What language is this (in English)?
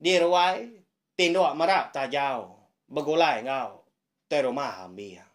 Iban